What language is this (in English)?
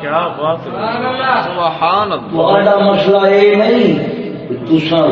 Saraiki